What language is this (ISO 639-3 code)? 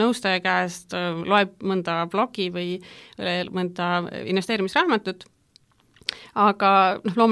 est